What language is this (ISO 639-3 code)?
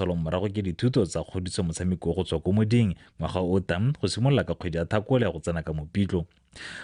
tsn